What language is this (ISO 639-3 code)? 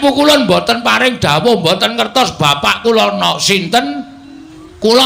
jav